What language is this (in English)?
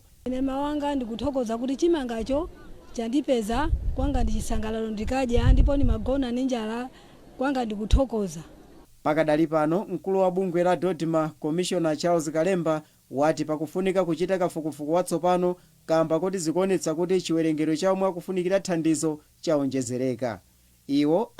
Nyanja